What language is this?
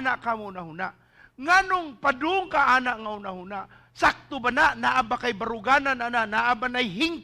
Cebuano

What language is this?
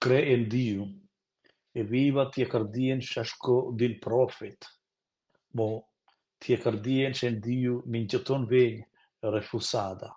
Romansh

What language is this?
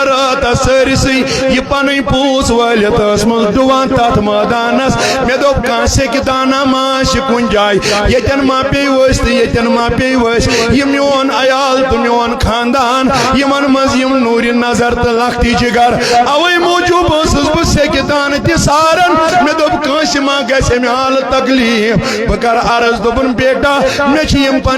Kashmiri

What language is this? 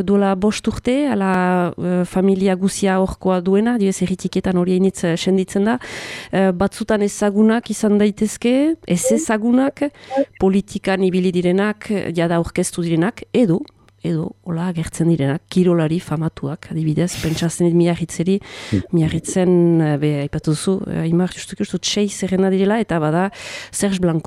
Basque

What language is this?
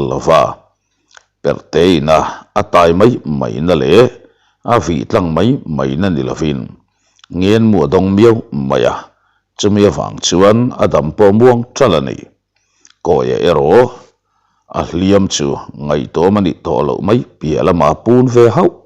Mizo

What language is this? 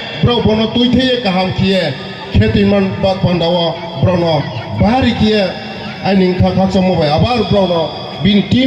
Riang (India)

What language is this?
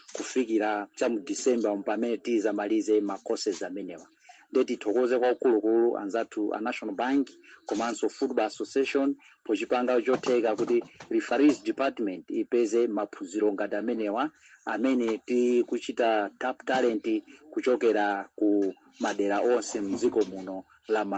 Nyanja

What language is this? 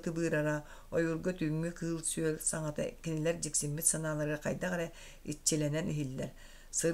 Yakut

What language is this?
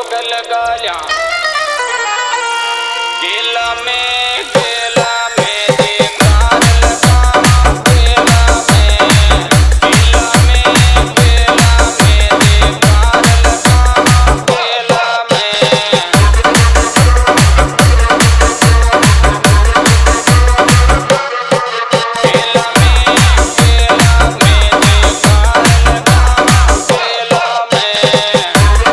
Rajasthani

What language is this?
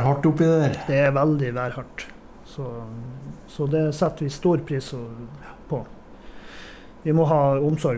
Norwegian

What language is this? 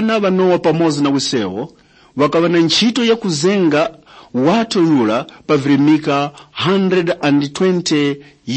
Tumbuka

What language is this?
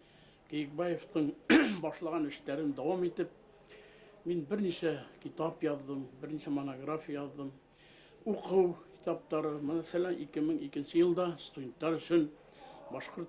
Bashkir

